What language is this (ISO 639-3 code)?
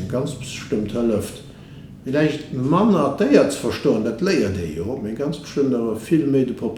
ltz